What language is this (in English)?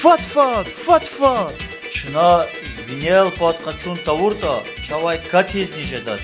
Lezghian